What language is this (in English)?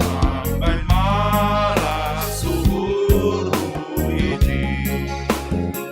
Batak Simalungun